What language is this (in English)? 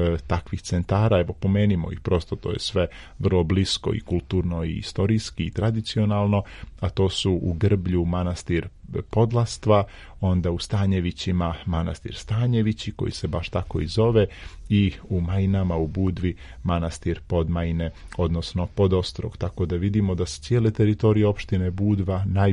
Serbian